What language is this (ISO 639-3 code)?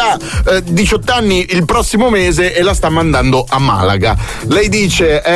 ita